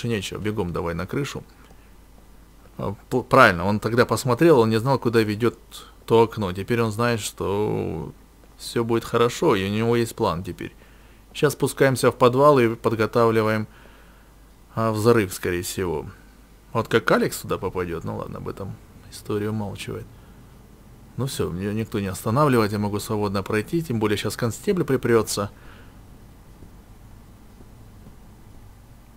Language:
Russian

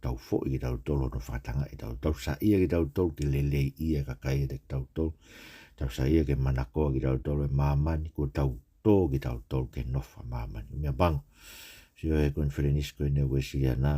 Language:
Tongan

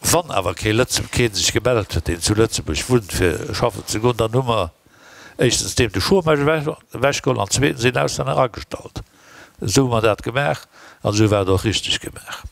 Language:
Luxembourgish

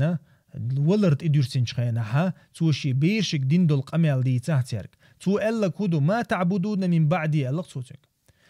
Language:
Chechen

